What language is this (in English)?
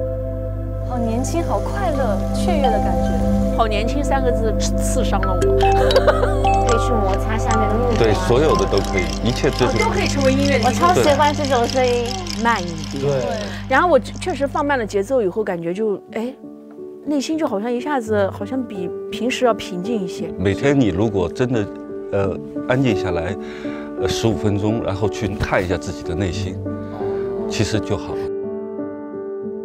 Chinese